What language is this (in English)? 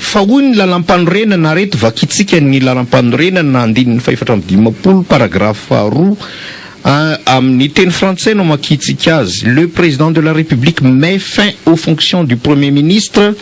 Malagasy